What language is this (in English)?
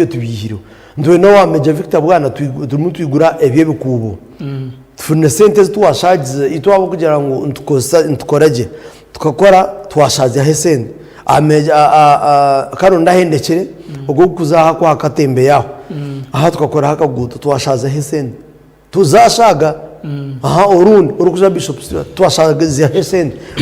Nyankole